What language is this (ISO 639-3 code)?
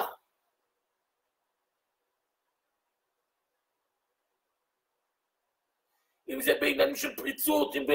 heb